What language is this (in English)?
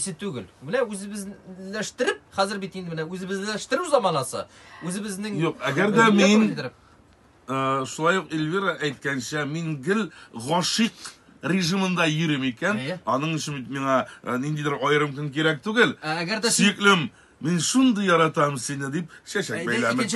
Tatar